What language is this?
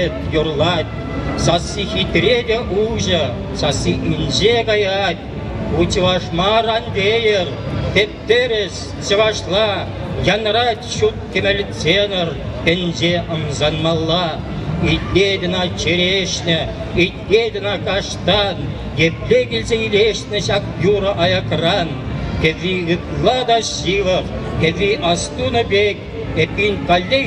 Chuvash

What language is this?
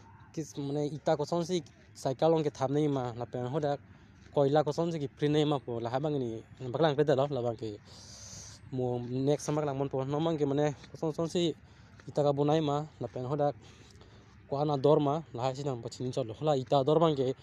Karbi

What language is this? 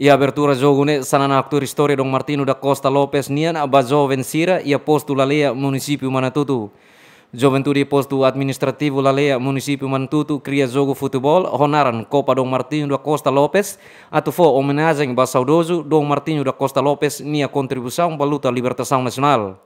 Tetum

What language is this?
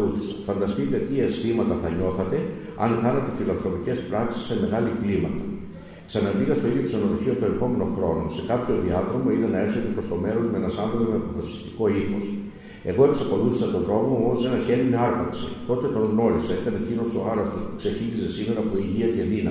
Greek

